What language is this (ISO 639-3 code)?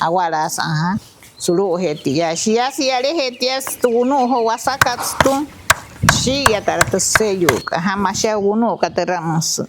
guc